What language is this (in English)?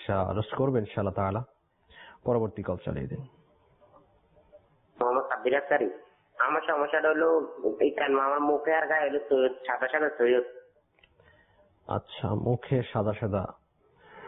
Bangla